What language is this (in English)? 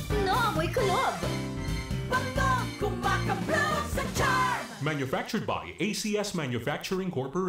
Bikol